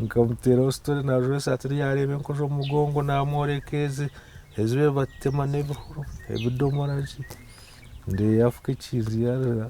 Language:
Nyankole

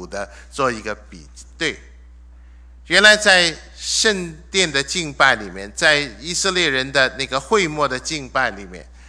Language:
Chinese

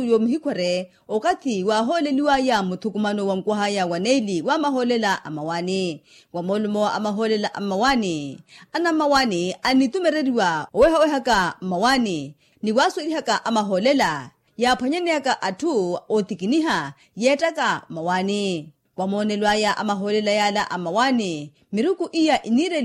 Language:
Makhuwa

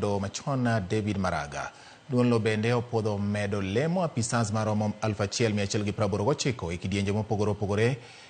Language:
Luo (Kenya and Tanzania)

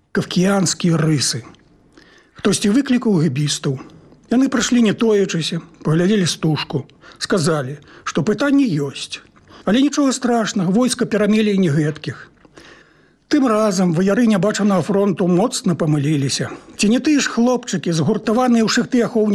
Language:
Belarusian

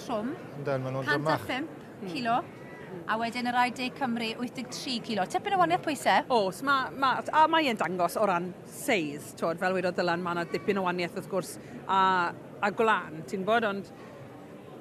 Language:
Welsh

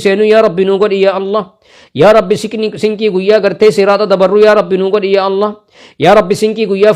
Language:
Oromo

